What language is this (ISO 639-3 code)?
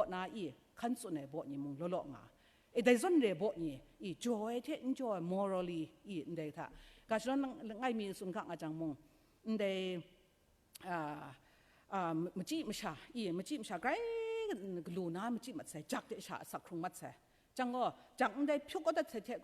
kac